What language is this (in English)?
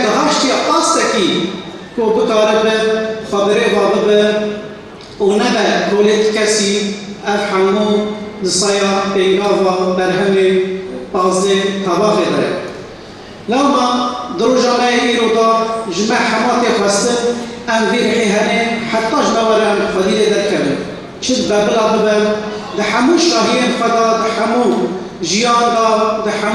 Kurdish